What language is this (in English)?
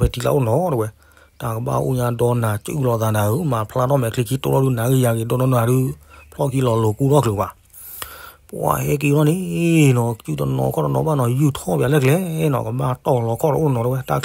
S'gaw Karen